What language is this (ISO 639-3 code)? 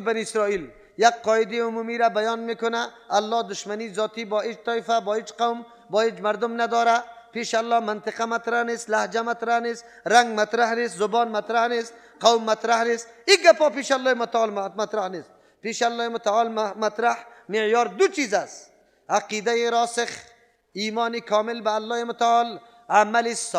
fas